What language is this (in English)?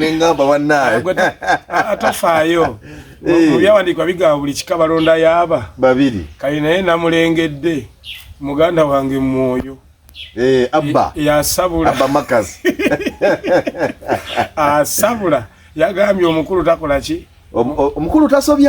Ganda